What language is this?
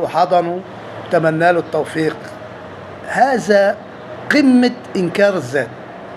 Egyptian Arabic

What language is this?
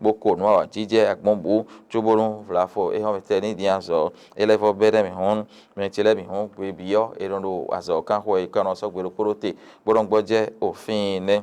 Fon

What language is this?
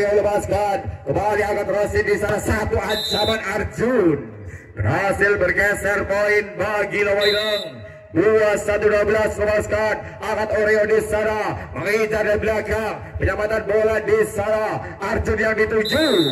Indonesian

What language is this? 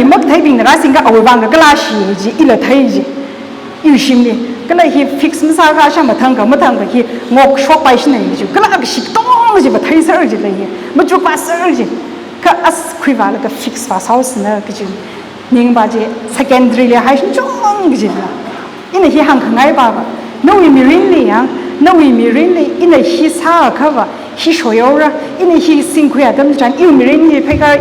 Tangkhul Naga (India)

